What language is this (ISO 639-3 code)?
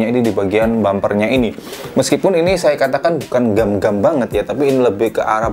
ind